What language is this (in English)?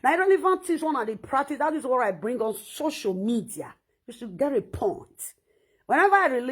Nigerian Pidgin